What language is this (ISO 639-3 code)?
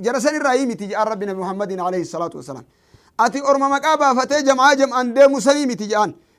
orm